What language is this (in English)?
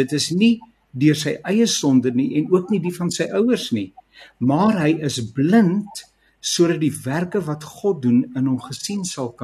Afrikaans